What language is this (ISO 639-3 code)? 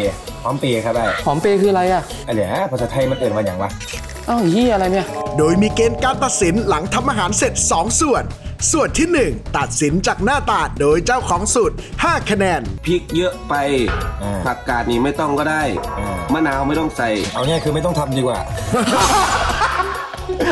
tha